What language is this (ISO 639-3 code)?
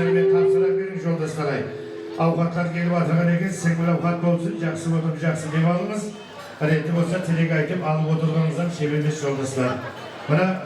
kaa